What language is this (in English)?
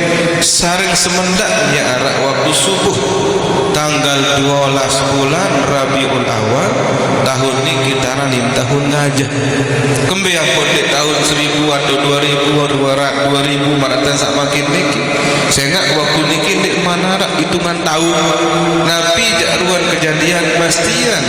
Sasak